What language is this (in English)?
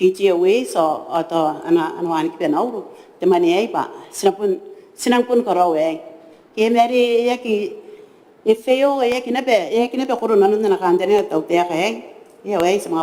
Gilbertese